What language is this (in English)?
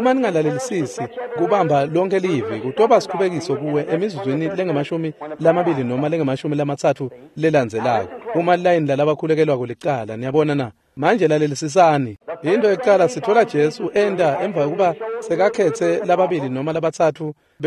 Swati